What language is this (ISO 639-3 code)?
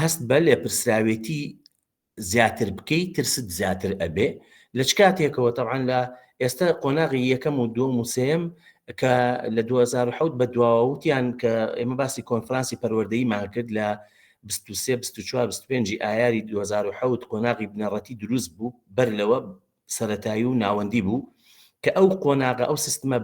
ckb